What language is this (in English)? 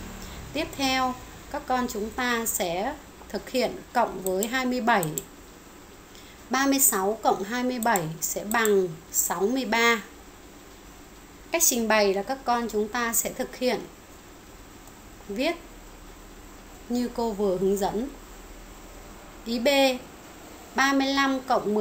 Vietnamese